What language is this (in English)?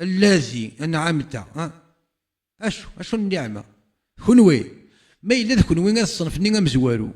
Kabyle